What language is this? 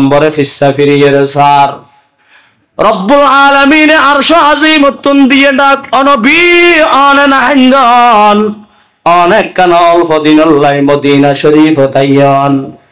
Rohingya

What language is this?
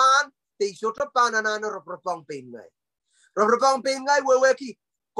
Pohnpeian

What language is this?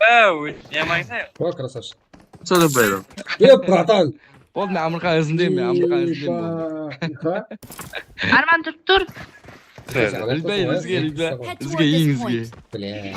Kara-Kalpak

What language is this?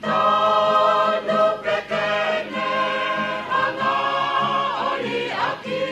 Tongan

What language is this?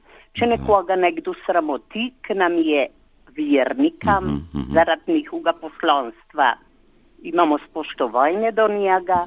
Slovenian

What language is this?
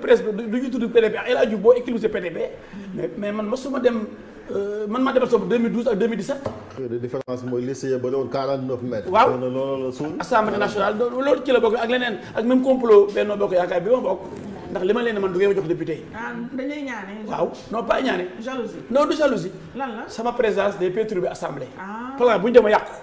Wolof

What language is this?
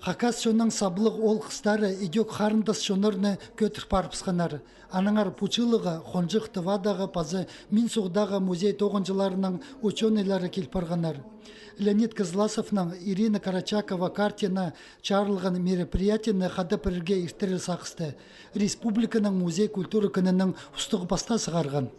Khakas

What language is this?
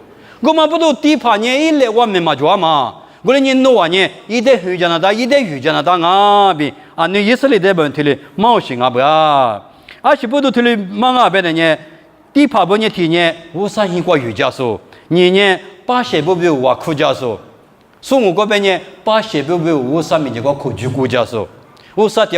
Lisu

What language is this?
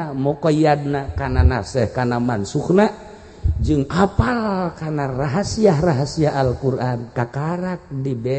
Sundanese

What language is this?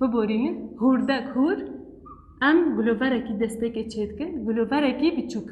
Kurdish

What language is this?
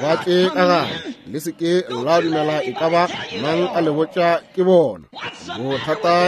Northern Sotho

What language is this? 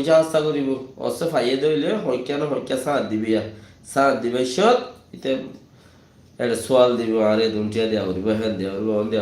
Rohingya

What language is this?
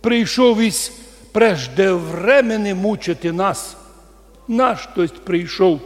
Rusyn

